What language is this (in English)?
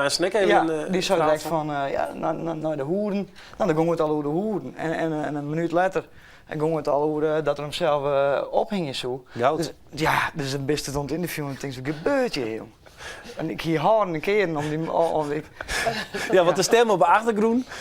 Western Frisian